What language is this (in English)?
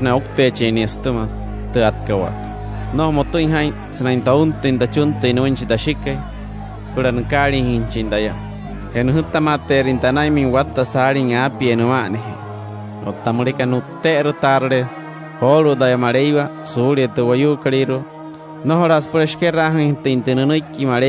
Wayuu